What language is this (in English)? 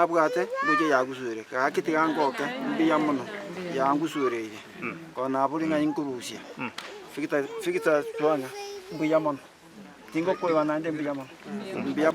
Gusii